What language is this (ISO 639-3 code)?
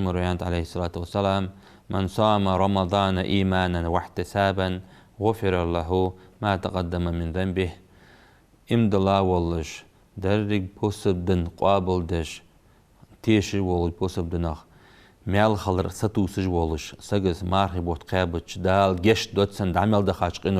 inh